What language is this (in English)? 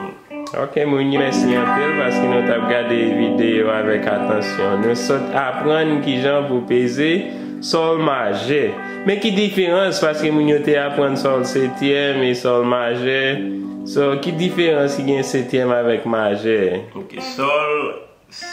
Haitian Creole